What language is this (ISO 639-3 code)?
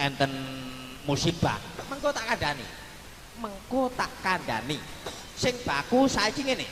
jav